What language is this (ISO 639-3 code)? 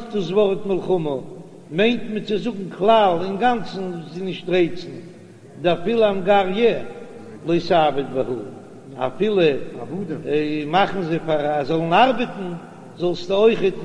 yid